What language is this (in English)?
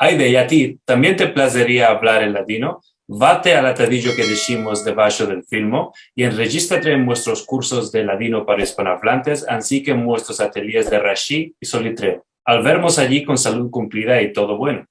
Ladino